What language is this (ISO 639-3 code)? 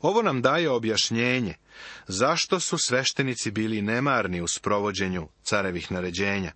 srp